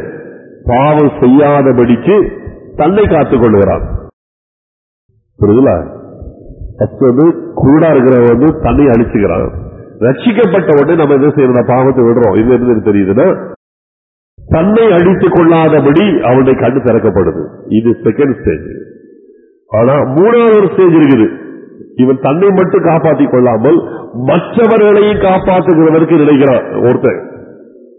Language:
Tamil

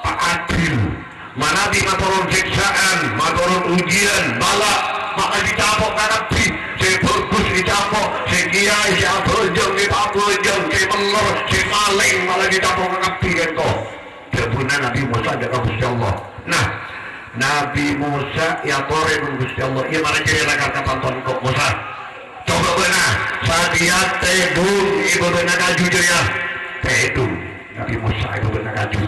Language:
Madurese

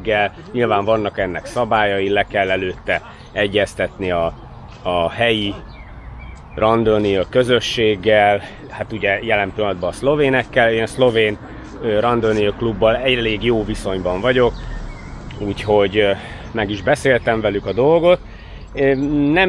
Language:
Hungarian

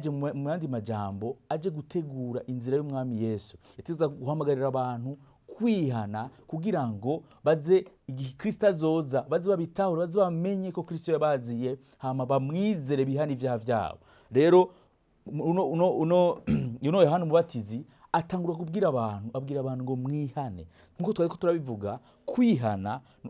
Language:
Rundi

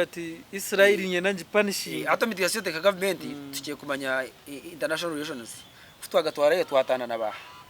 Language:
Nyankole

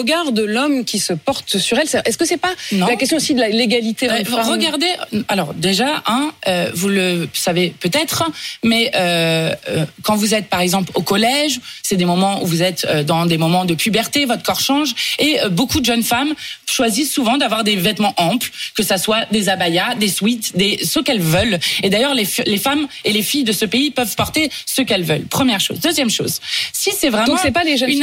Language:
French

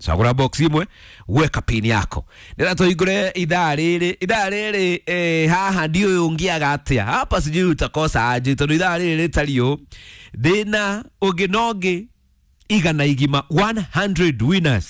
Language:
Kikuyu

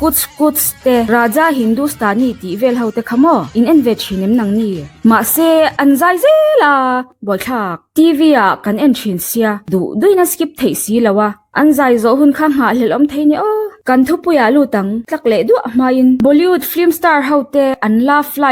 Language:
Mizo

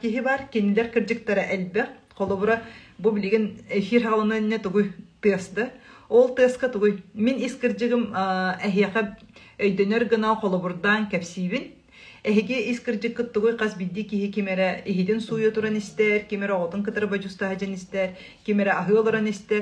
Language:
Yakut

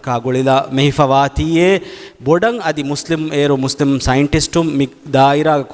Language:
Divehi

